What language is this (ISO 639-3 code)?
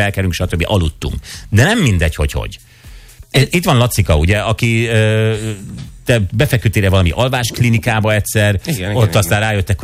hun